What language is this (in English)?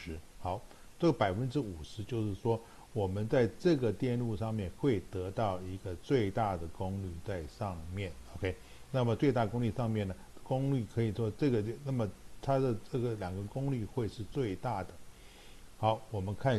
Chinese